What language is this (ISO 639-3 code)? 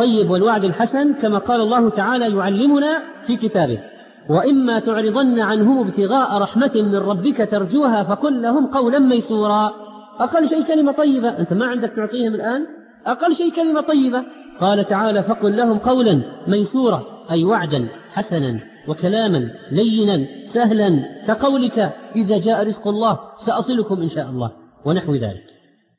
ara